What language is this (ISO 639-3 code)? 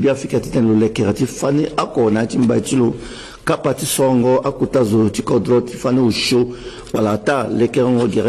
sag